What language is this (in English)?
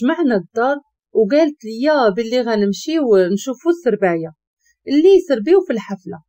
Moroccan Arabic